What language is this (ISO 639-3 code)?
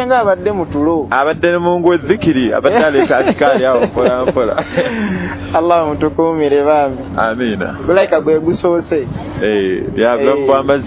lug